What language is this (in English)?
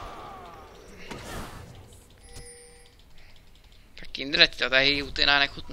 Czech